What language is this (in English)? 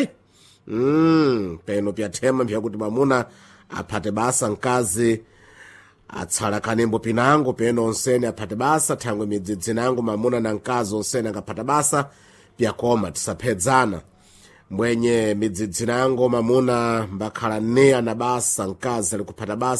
Sena